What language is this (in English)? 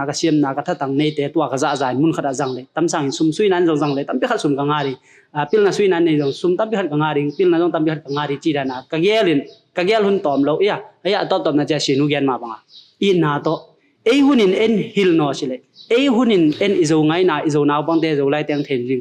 Tedim Chin